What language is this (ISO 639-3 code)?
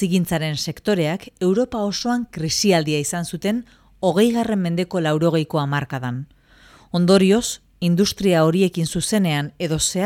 eus